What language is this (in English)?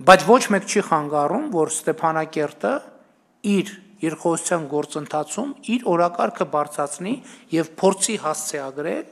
Armenian